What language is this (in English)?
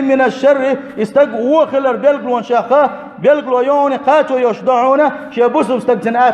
Chechen